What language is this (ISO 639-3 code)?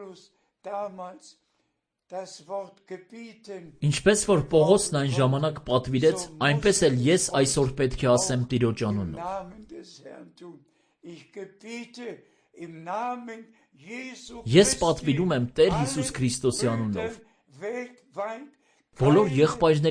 hye